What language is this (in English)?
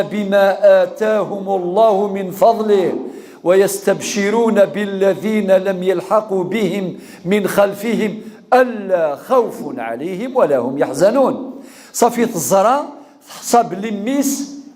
Kabyle